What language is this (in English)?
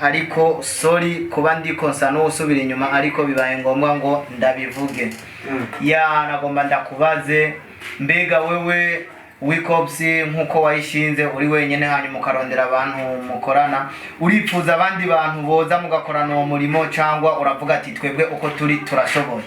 Rundi